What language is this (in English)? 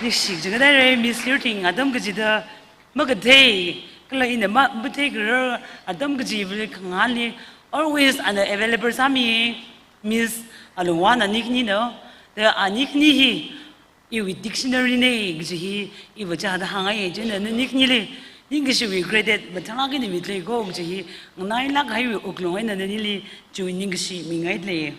Tangkhul Naga (India)